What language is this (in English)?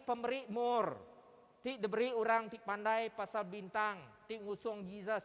Iban